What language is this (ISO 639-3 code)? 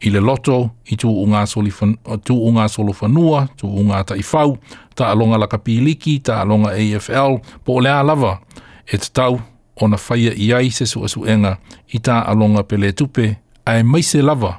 smo